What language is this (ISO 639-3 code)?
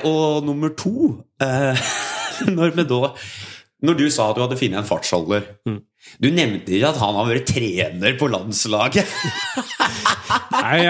nor